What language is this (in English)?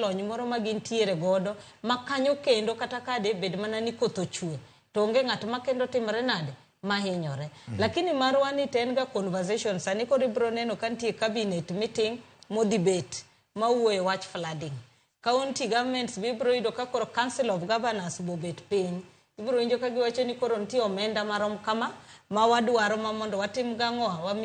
Luo (Kenya and Tanzania)